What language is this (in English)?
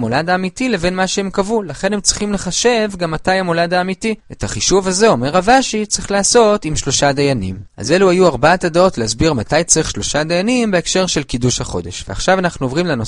Hebrew